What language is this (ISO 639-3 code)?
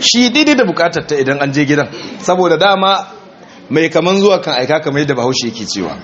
hau